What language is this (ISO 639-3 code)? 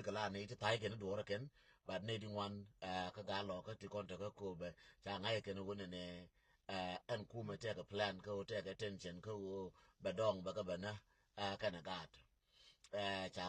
nus